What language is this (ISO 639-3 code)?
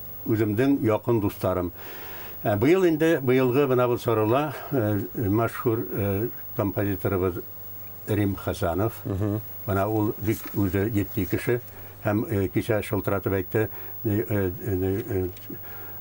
bak